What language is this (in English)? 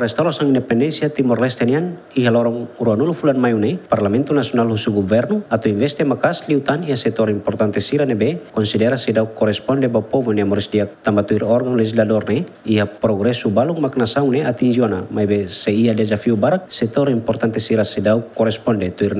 Tetum